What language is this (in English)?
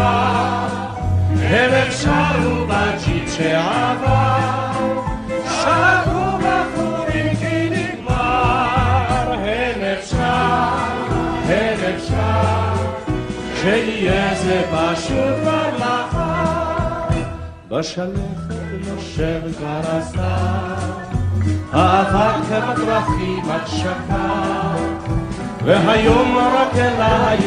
Hebrew